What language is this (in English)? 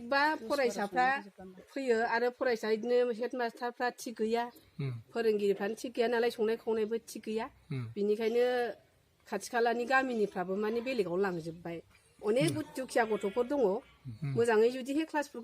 Bodo